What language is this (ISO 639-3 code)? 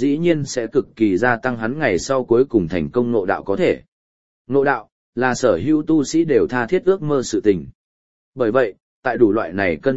vie